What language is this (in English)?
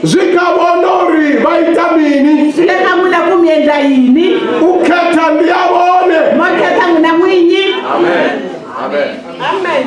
Venda